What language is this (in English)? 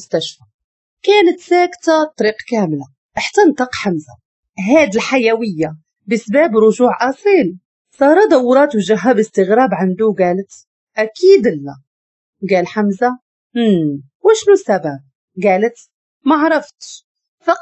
Moroccan Arabic